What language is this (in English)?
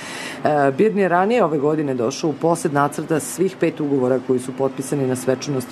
Serbian